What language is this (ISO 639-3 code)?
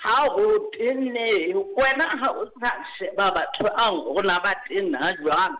sot